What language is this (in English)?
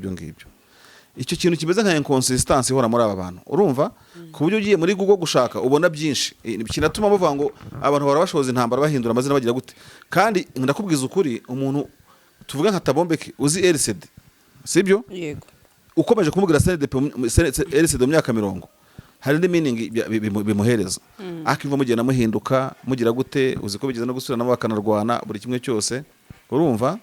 Kinyarwanda